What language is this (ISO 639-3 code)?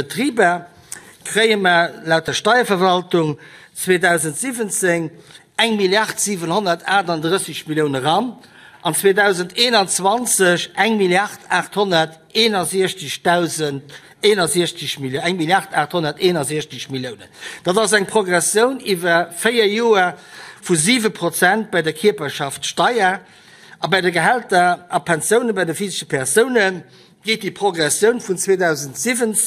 ltz